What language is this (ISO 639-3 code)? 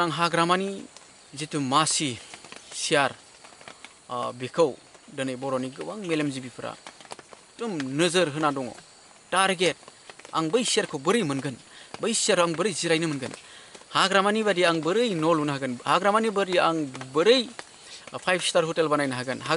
brx